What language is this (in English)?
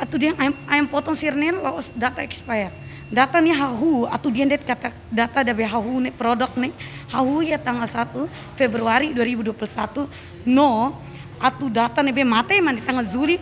Tetum